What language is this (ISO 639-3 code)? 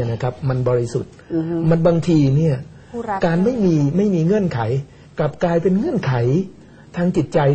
tha